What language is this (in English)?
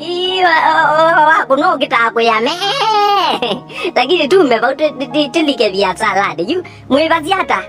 Kamba